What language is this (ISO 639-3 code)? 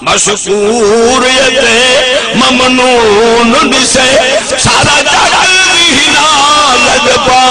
skr